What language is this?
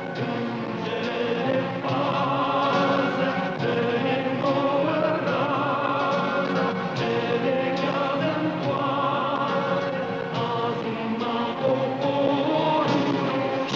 Romanian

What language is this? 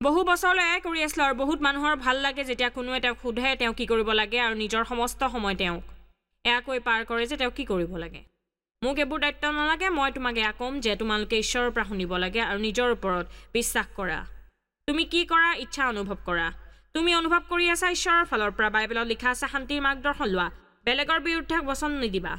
Assamese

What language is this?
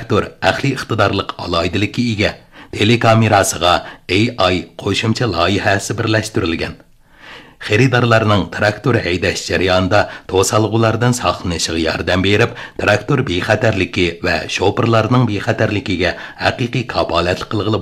Uyghur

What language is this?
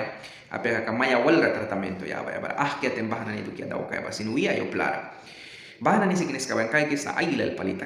Mískito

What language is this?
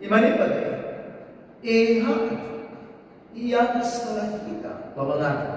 Nias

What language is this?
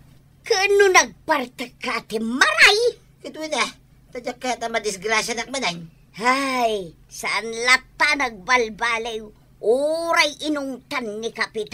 Iloko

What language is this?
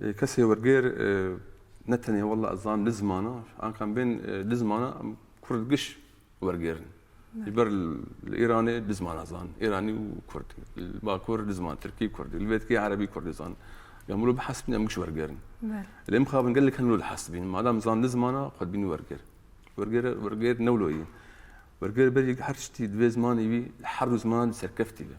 Kurdish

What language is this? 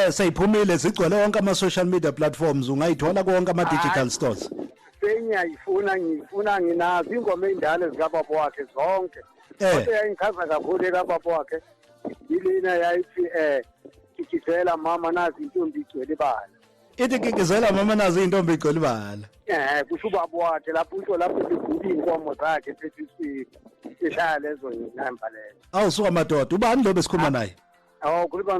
Zulu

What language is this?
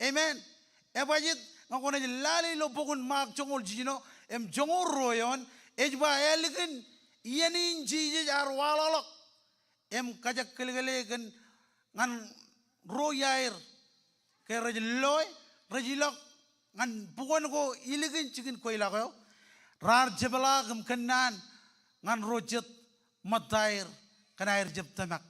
Marshallese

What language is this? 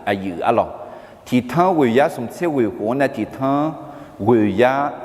Akha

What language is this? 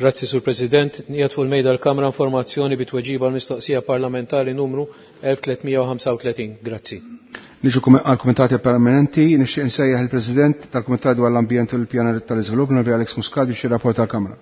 Maltese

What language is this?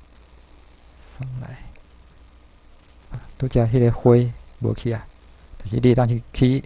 Min Nan Chinese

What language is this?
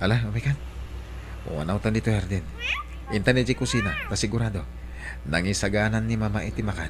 Iloko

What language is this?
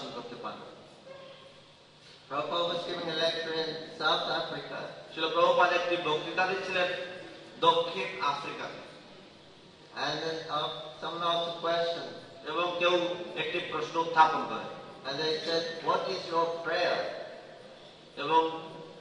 Bangla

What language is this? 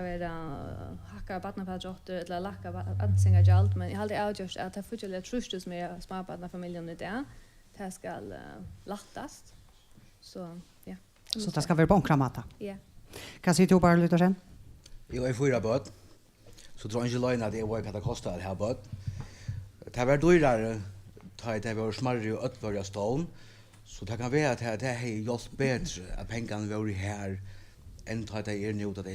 Faroese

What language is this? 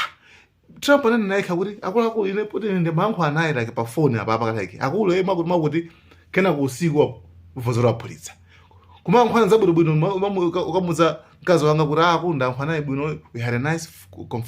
Nyanja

